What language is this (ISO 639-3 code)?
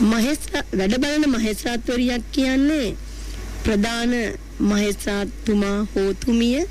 sin